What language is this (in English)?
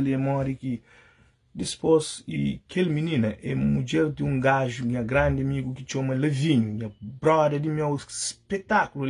Kabuverdianu